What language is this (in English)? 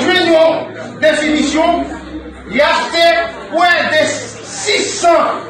Haitian Creole